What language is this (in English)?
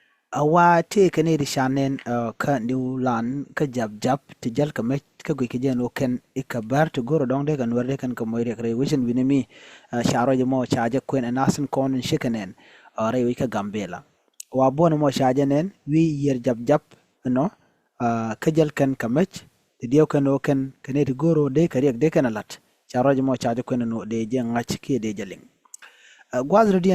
Nuer